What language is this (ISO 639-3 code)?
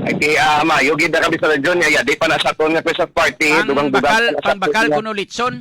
hil